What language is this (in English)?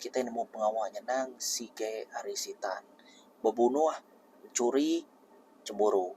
Iban